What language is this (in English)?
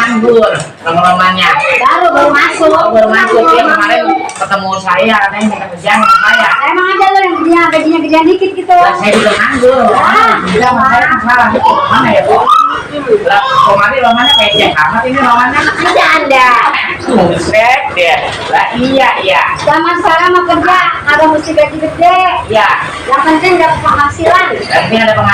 Betawi